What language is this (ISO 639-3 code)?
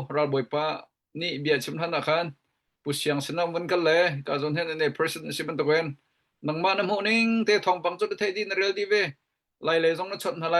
cnh